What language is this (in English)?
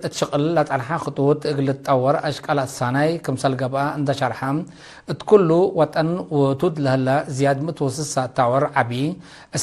Tigre